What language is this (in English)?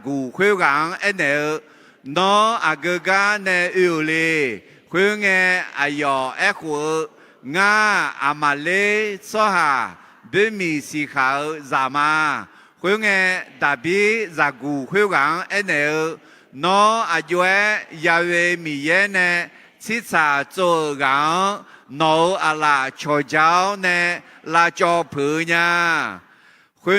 Akha